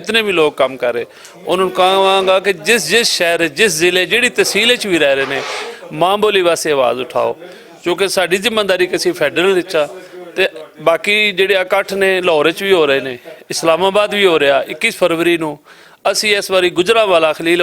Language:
Western Panjabi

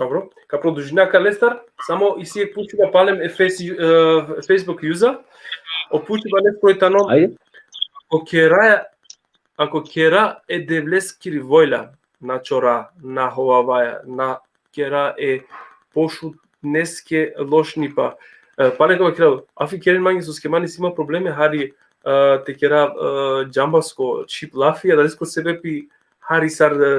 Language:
Balkan Romani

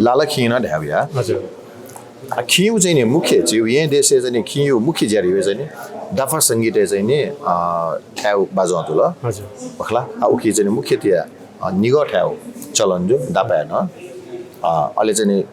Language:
Newari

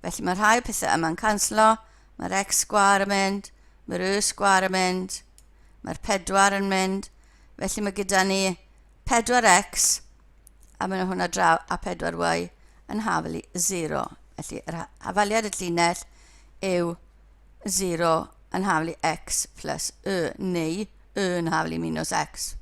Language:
Welsh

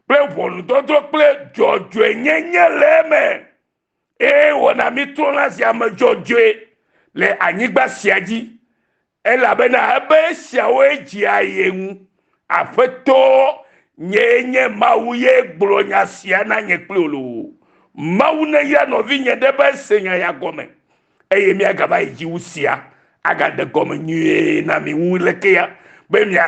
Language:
Ewe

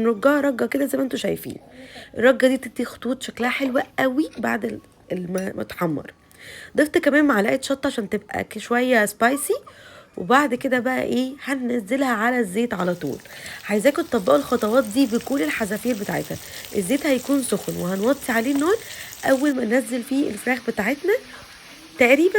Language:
Egyptian Arabic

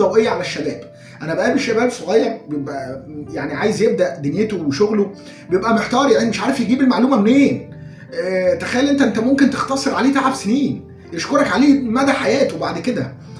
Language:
Egyptian Arabic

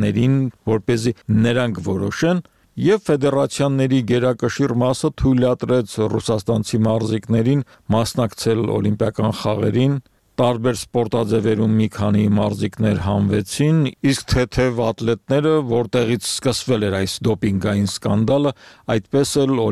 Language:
Armenian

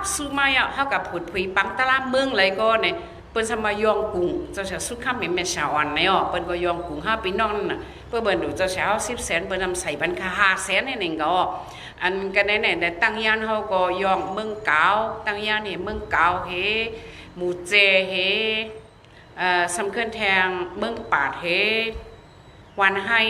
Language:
Shan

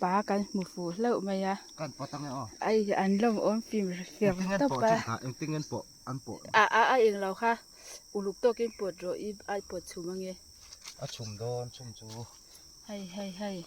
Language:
Mizo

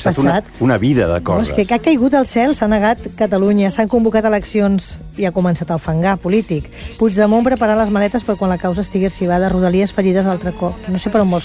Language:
Catalan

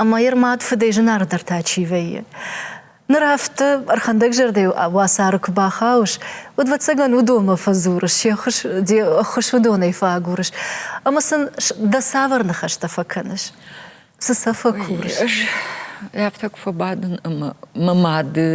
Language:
Ossetic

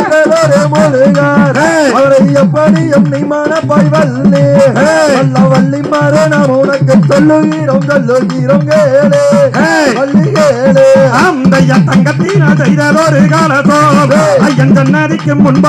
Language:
Tamil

